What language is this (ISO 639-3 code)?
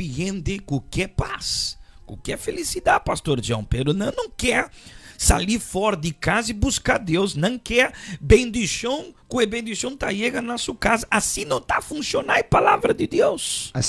pap